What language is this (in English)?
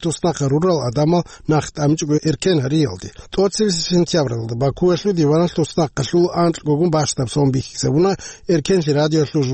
Avaric